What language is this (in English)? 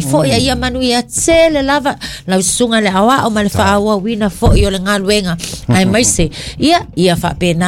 Samoan